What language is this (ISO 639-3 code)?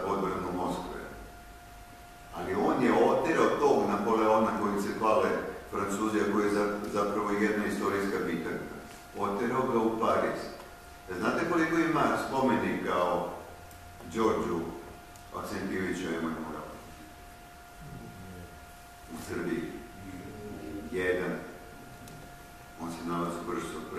srp